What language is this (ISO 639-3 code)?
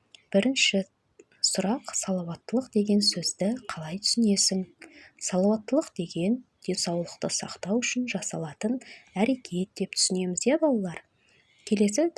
kaz